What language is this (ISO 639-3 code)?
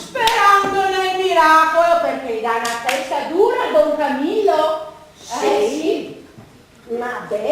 vec